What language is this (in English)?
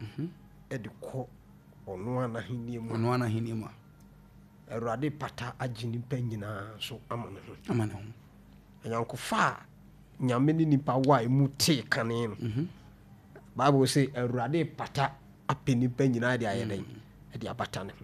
Akan